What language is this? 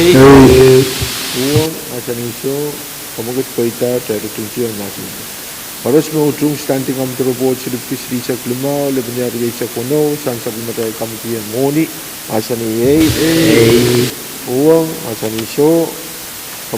Pohnpeian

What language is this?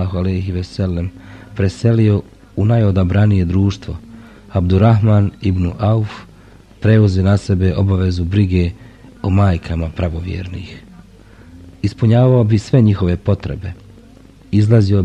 Bosnian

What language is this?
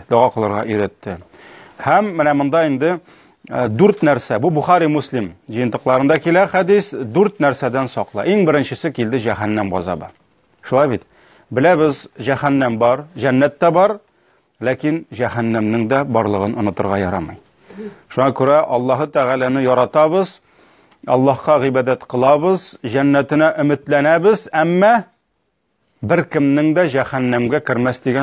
Tatar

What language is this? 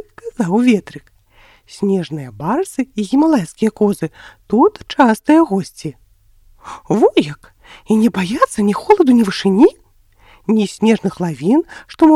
Belarusian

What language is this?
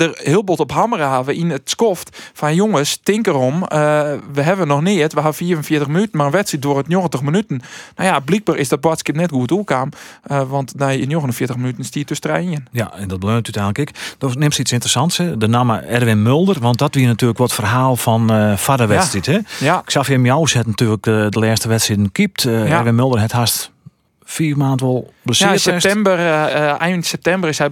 Western Frisian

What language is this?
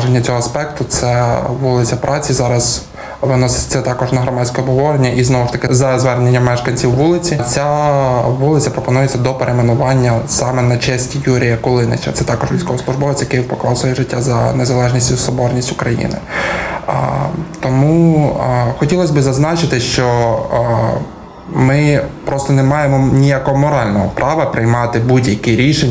Ukrainian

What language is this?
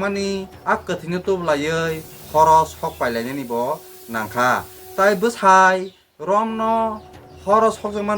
Kok Borok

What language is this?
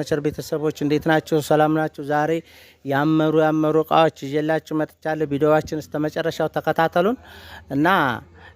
Amharic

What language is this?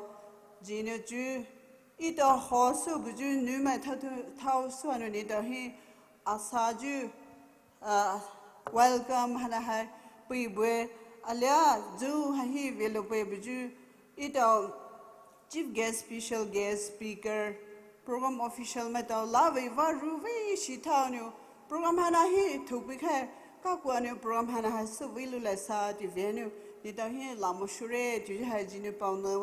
Poumei Naga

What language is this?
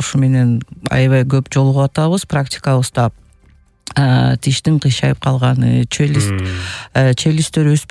Kyrgyz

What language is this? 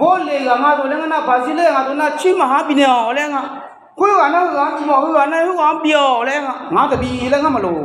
Akha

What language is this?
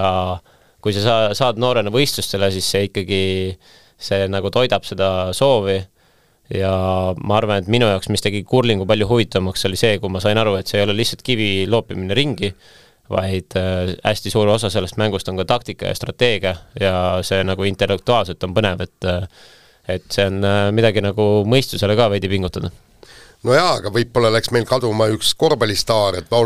Estonian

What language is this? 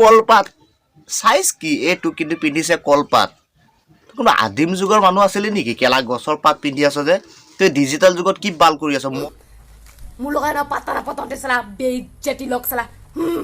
Assamese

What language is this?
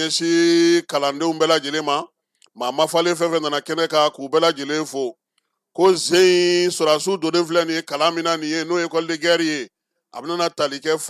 Bambara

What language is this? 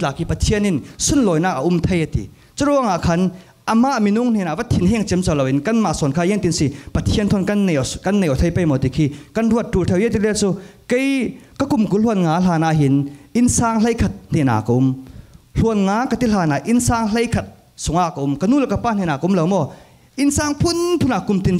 Falam Chin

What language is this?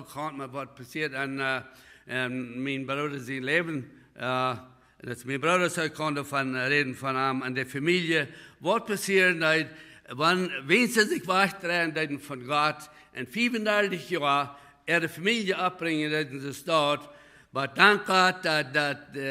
Plautdietsch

